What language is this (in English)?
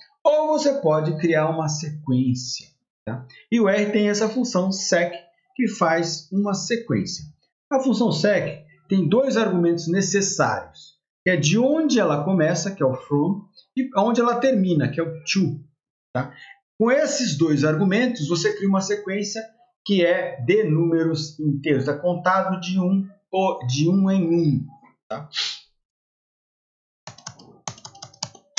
Portuguese